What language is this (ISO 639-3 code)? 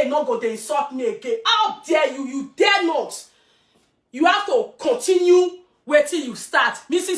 pcm